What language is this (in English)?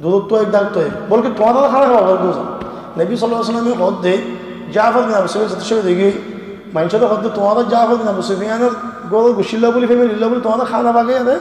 Rohingya